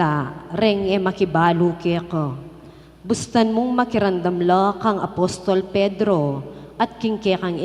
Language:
Pampanga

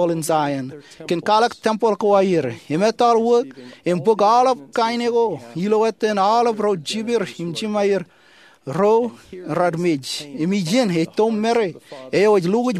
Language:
Marshallese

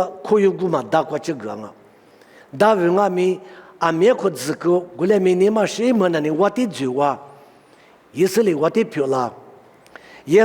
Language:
Lisu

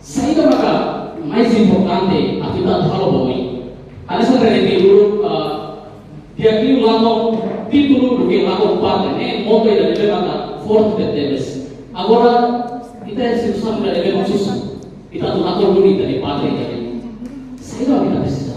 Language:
Tetum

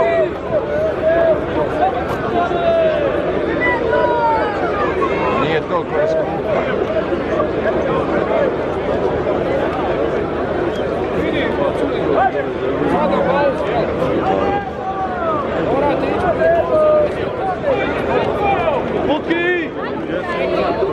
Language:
Croatian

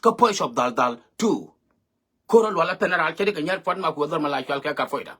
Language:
Nuer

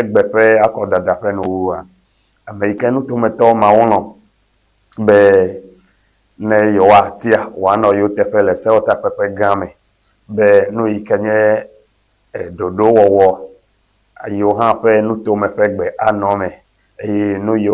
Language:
Ewe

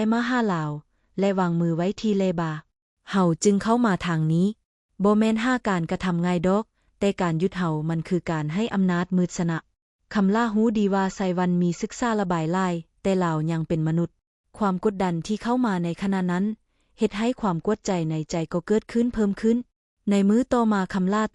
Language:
Lao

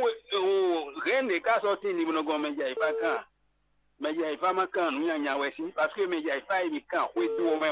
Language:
Fon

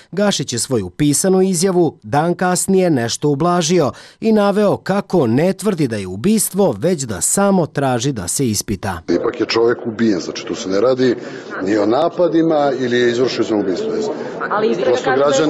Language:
Serbian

